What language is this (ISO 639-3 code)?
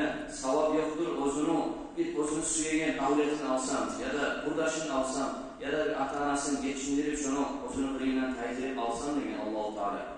kum